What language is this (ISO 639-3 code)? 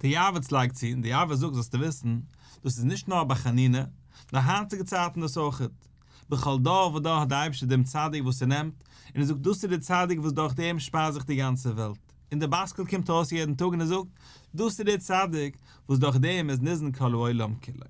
yid